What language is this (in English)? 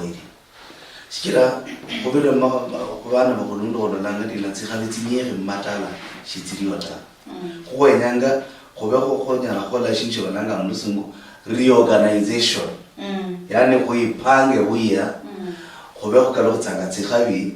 Luyia